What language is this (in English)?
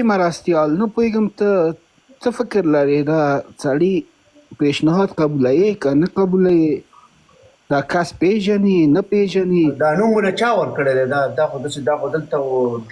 Pashto